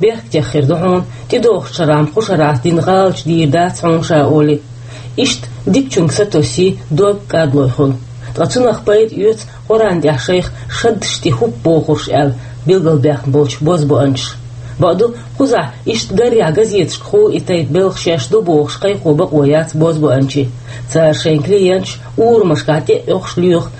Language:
Chechen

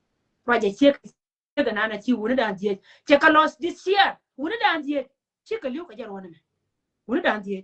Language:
Nuer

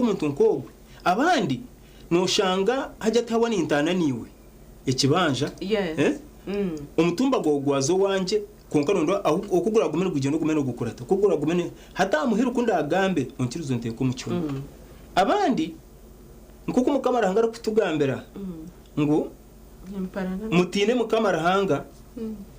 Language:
Nyankole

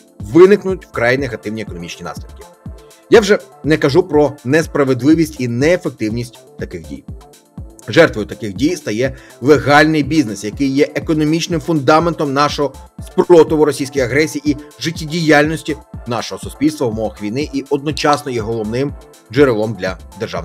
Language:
Ukrainian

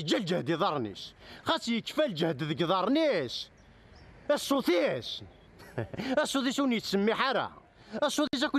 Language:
Kabyle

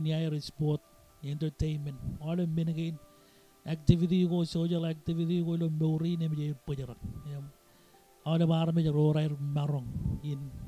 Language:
Marshallese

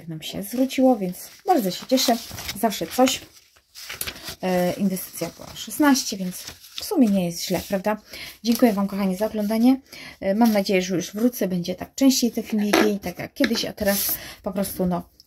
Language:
Polish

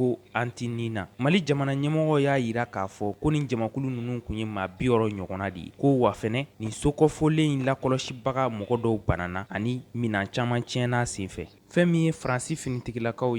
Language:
Bambara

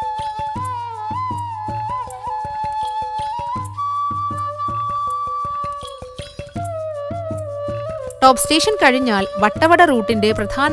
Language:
Malayalam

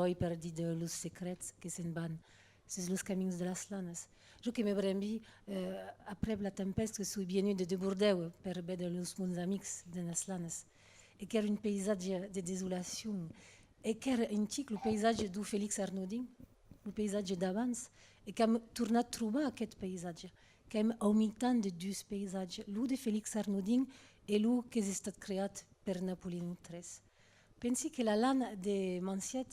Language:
Occitan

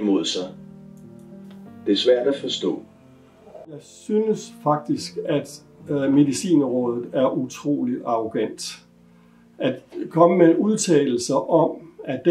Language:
Danish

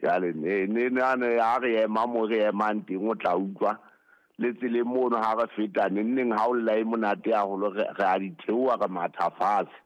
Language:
Southern Sotho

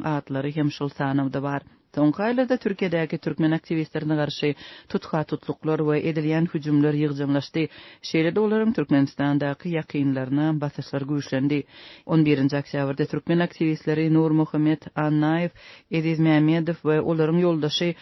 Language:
Turkmen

